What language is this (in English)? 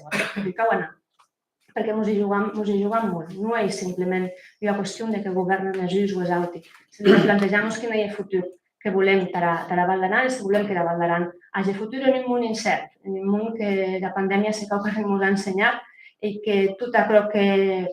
Occitan